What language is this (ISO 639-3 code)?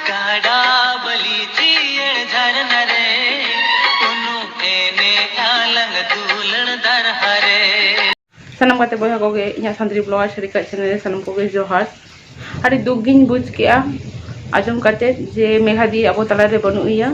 sat